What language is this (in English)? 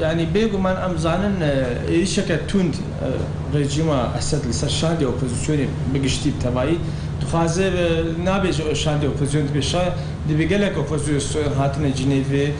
Kurdish